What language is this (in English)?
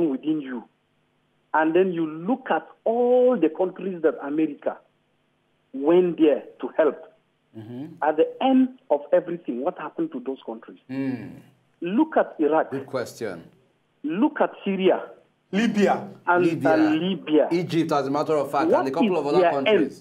Nigerian Pidgin